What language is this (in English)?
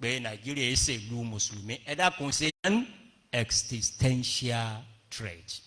Yoruba